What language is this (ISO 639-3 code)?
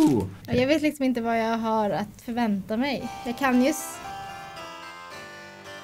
swe